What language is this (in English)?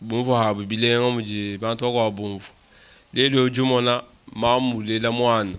Luba-Lulua